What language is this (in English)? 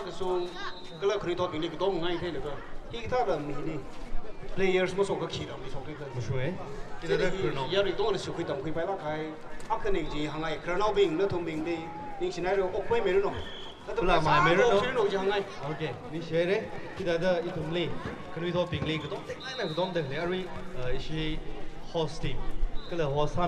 Tangkhul Naga (India)